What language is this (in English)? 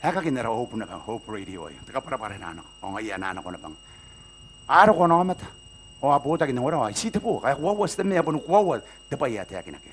Gilbertese